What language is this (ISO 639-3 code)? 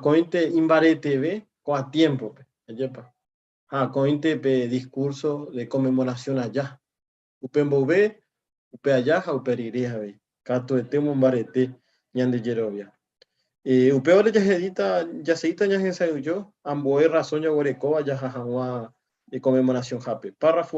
grn